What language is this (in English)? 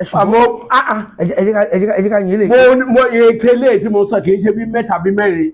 Yoruba